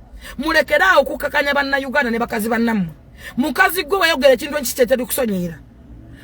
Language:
Ganda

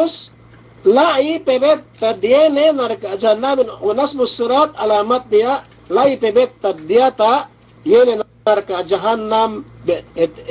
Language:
Yakan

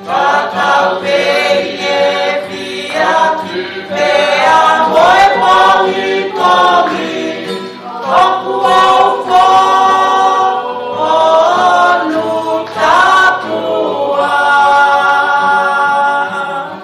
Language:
Tongan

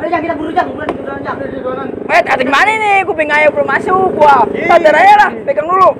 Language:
Betawi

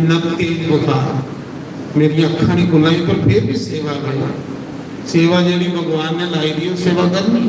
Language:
Dogri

